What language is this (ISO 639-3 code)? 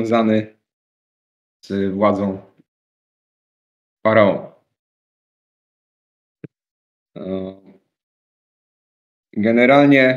pol